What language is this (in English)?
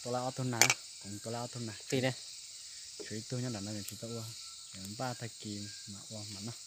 Hmong